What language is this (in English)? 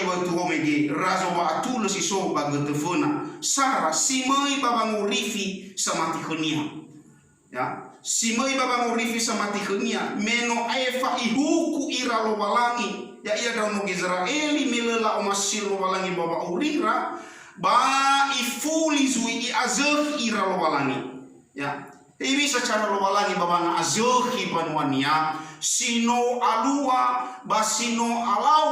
Nias